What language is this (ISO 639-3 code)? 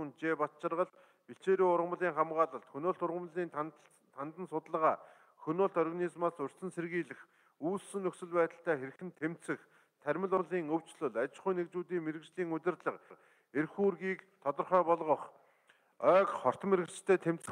mon